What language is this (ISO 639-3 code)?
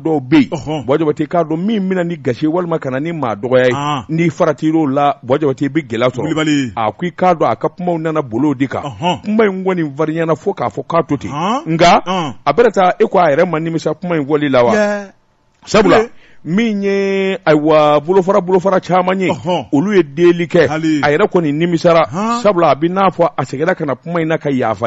bam